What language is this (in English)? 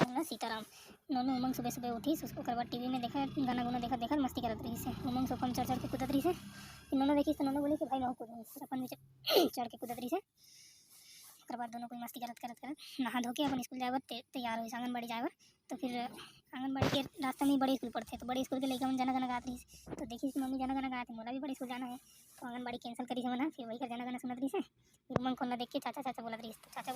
Chhattisgarhi